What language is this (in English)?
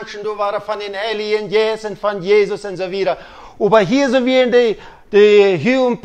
Plautdietsch